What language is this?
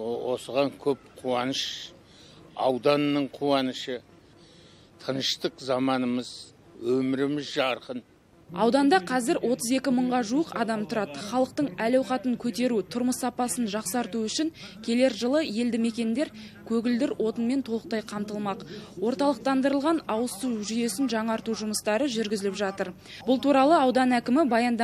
Kazakh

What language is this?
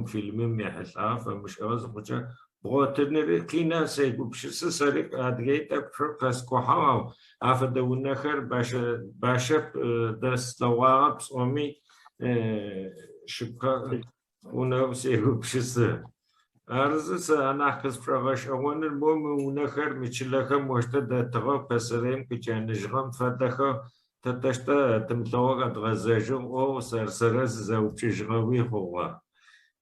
Adyghe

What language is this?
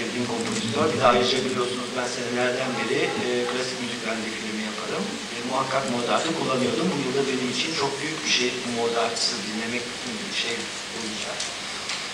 Turkish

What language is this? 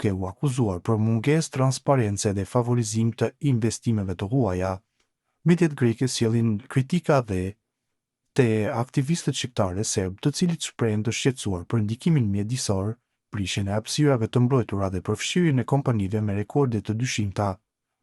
Albanian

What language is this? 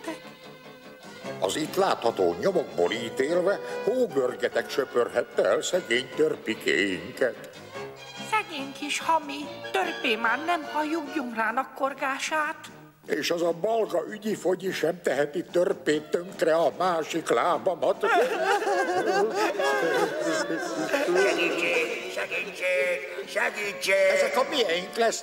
Hungarian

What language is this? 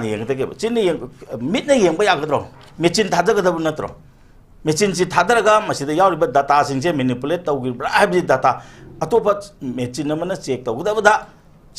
Manipuri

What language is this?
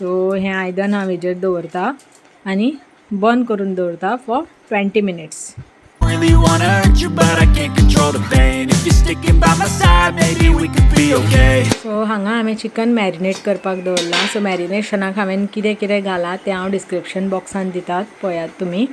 Konkani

